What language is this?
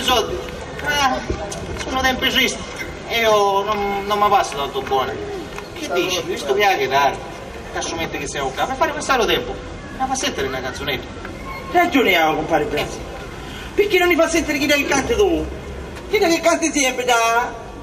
Sicilian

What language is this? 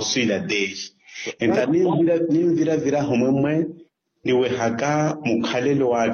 Makhuwa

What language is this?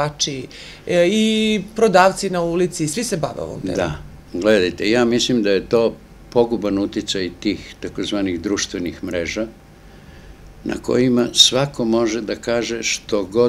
Serbian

